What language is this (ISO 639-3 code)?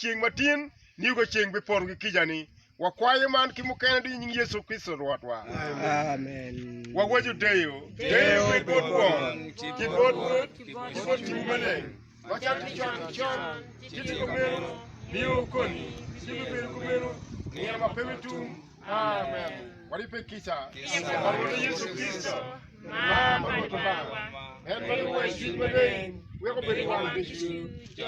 ach